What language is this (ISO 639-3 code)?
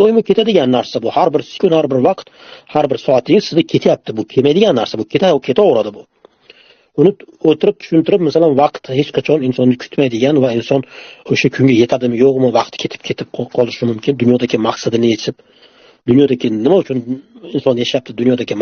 uzb